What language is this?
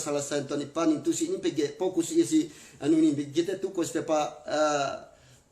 Yakan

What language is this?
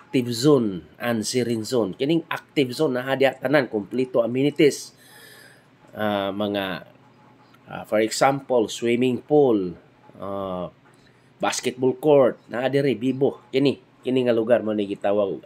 Cebuano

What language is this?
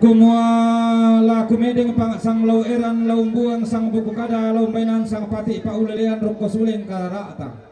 Toraja-Sa'dan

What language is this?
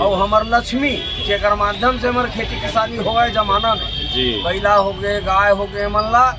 Chhattisgarhi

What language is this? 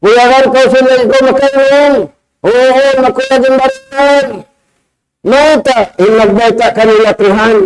Tausug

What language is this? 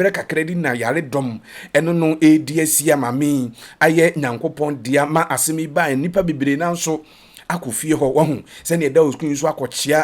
Akan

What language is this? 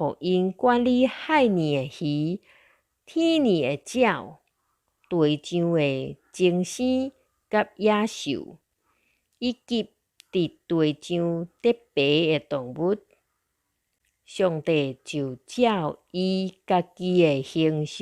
Min Nan Chinese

